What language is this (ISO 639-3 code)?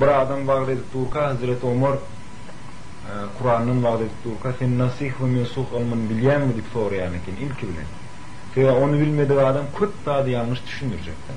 tuk